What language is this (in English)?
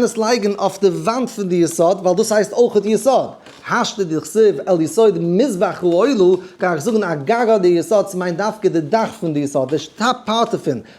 Yiddish